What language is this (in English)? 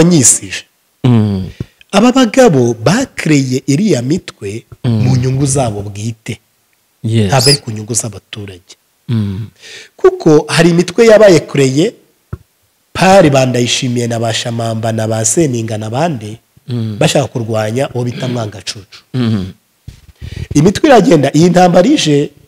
Kinyarwanda